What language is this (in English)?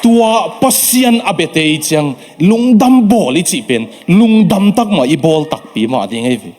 Tedim Chin